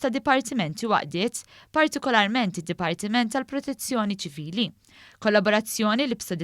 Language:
Maltese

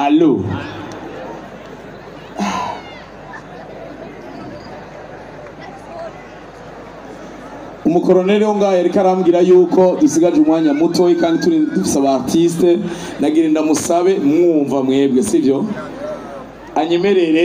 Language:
Rundi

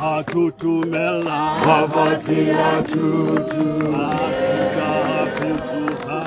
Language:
Tswana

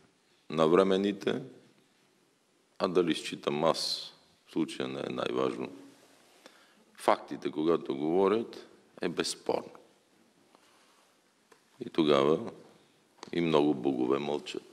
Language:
Bulgarian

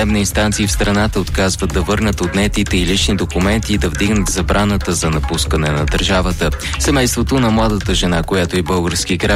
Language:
Bulgarian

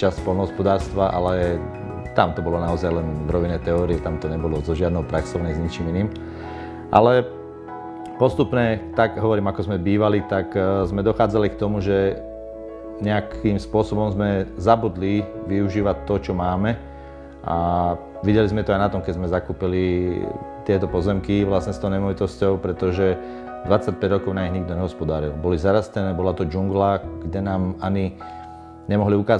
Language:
Slovak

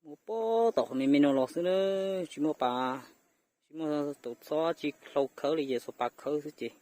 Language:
Hmong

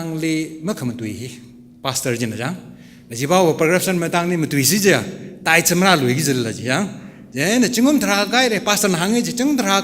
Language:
Tangkhul Naga (India)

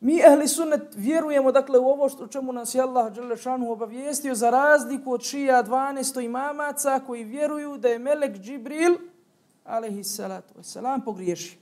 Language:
Bosnian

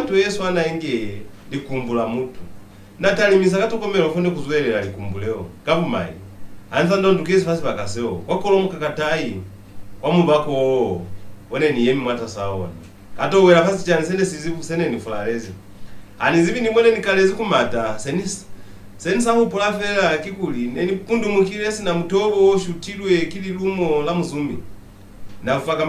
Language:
Lozi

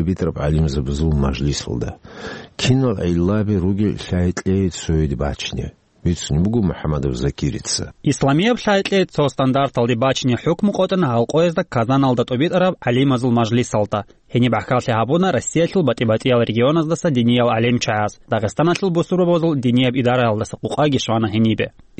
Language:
Avaric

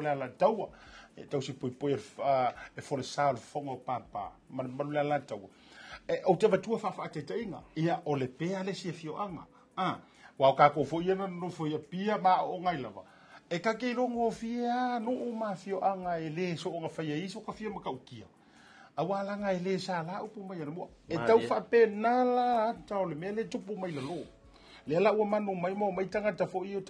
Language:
Samoan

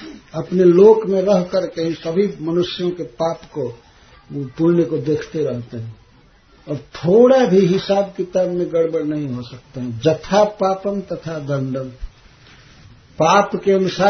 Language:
Hindi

